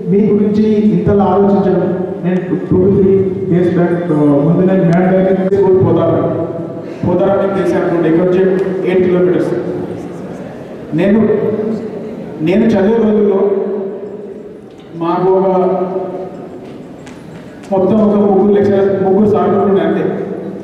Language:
Telugu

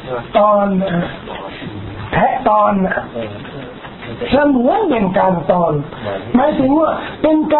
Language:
Thai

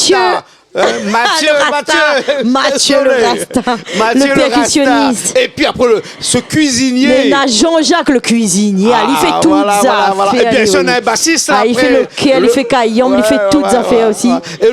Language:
Réunion Creole French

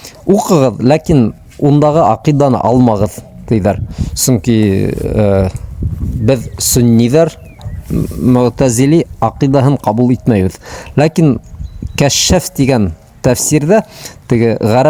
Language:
Bashkir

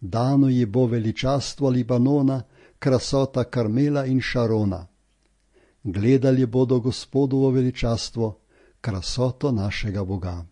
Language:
Slovenian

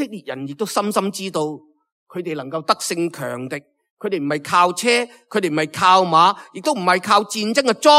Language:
Cantonese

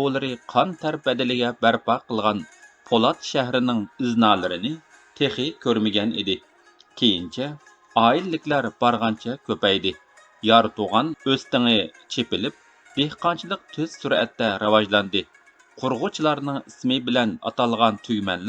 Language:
Uyghur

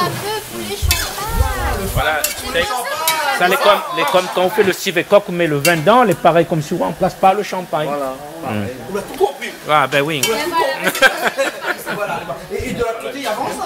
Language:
Réunion Creole French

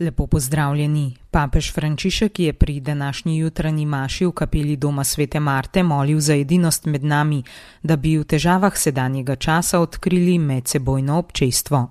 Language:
Slovenian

